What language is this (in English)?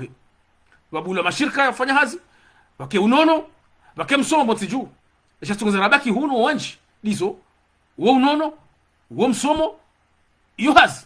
Ngazidja Comorian